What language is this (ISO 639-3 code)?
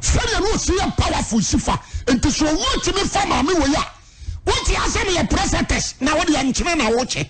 aka